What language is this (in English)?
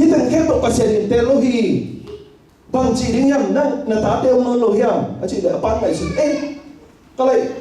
Tedim Chin